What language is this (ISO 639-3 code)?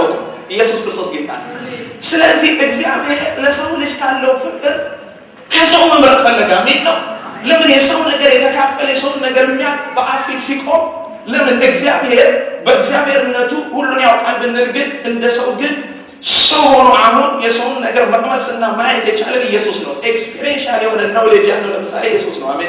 amh